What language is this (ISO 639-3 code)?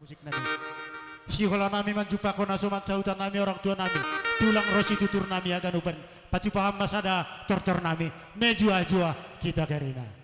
bts